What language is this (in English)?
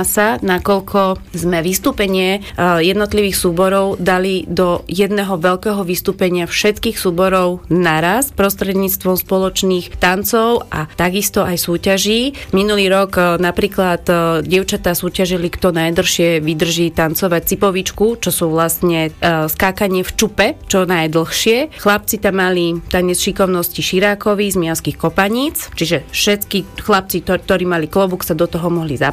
Slovak